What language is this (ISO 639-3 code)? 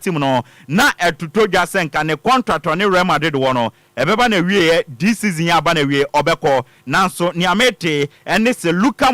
aka